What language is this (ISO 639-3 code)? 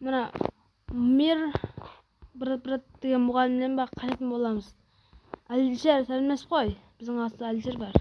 kaa